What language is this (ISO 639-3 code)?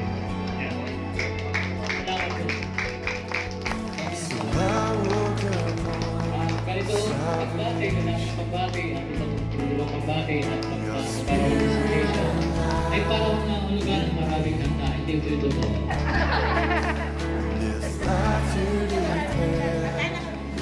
fil